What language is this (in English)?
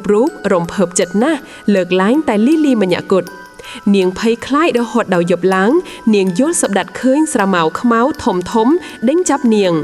Khmer